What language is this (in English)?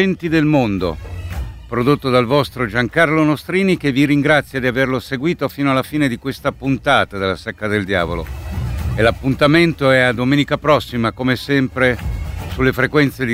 Italian